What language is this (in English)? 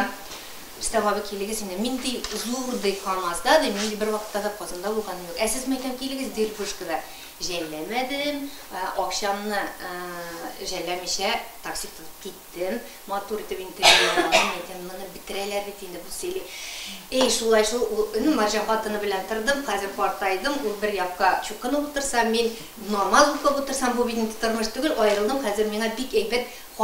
Tatar